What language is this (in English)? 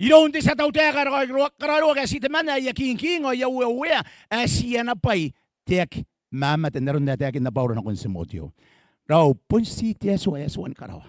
Gilbertese